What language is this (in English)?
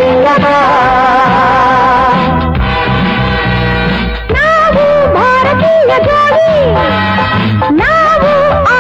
Kannada